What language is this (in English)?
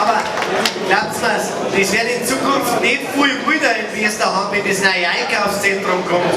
Bavarian